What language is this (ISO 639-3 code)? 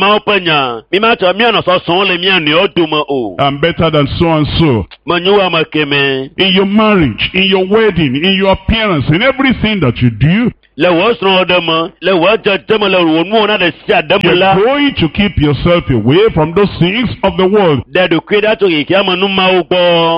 ewe